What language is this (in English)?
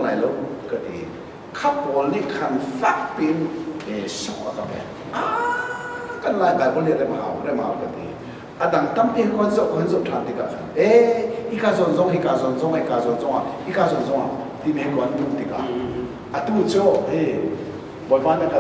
Hakha Chin